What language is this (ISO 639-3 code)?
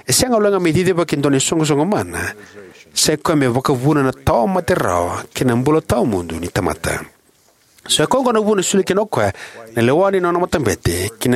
fij